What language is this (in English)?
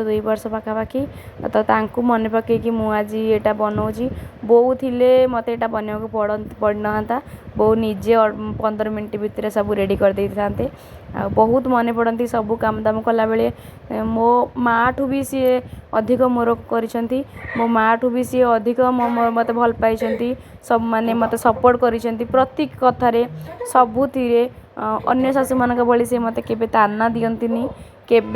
Odia